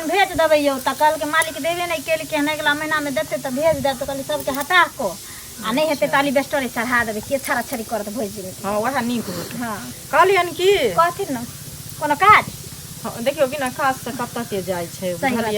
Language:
Maithili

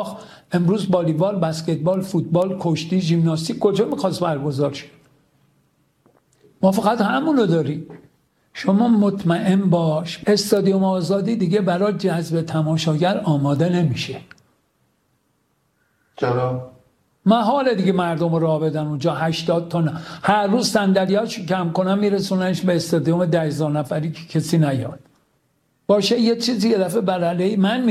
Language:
Persian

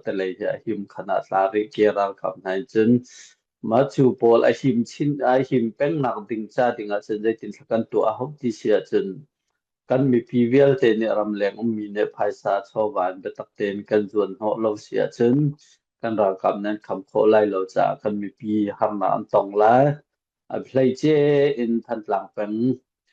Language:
Hakha Chin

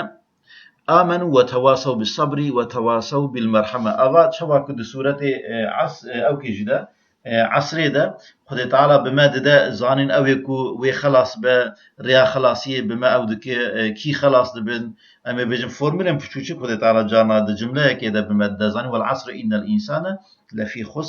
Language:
Kurdish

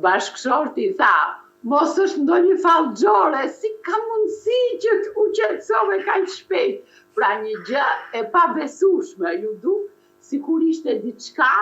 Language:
Albanian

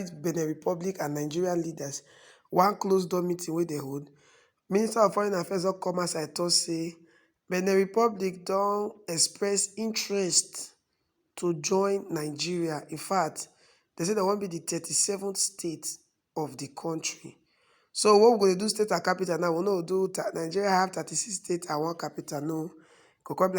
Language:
Nigerian Pidgin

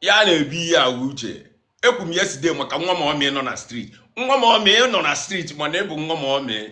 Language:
Igbo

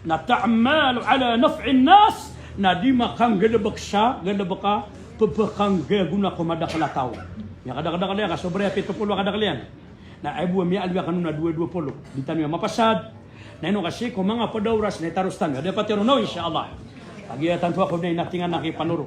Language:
Maranao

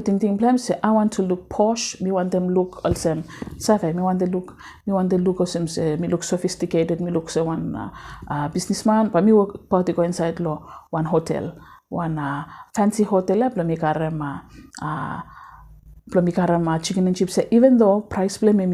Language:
Bislama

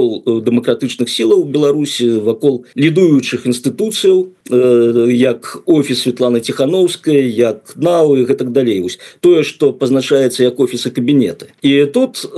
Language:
Belarusian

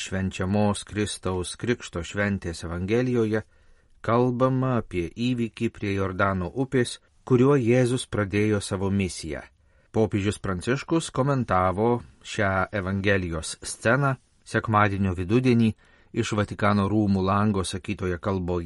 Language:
Lithuanian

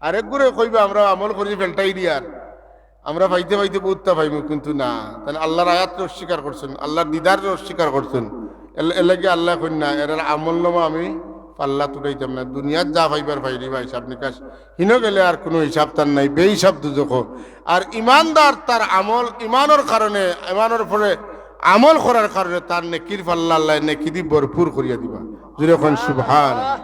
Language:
Sylheti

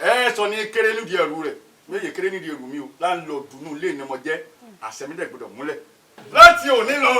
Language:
Yoruba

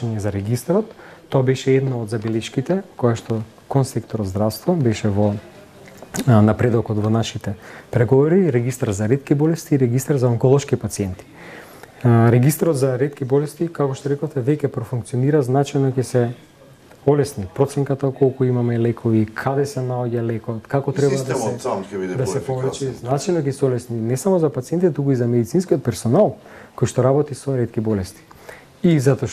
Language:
Macedonian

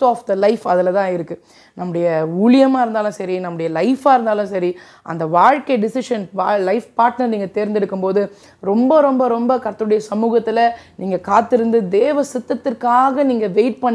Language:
Tamil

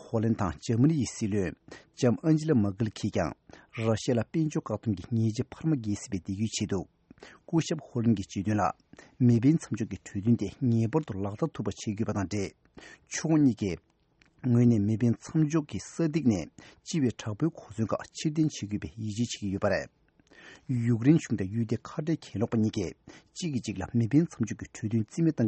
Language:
Tibetan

